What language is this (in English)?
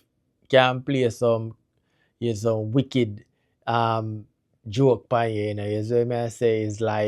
Jamaican Creole English